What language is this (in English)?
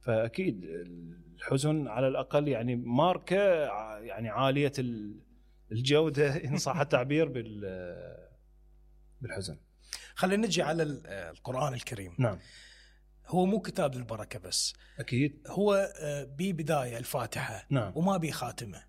Mesopotamian Arabic